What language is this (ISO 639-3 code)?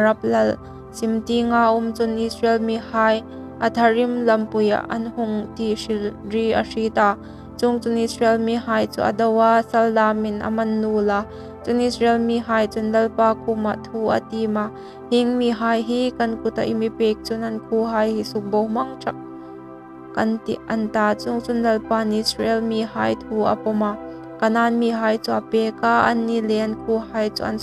hmr